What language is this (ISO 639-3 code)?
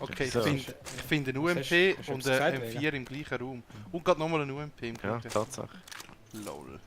gsw